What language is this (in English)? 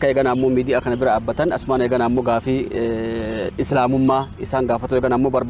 Oromo